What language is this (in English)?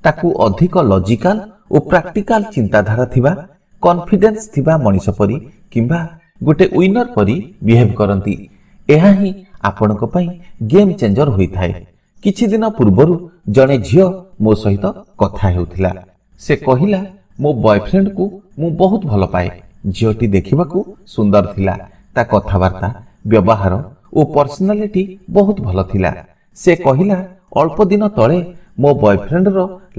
Odia